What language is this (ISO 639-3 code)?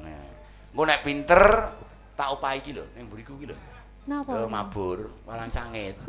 jav